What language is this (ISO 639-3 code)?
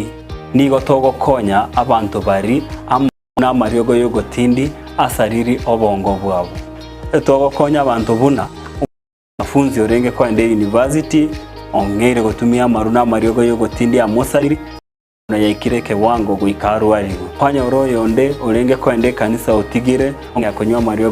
guz